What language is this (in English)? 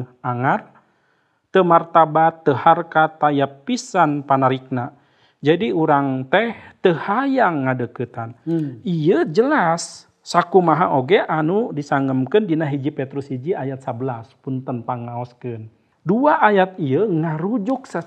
Sundanese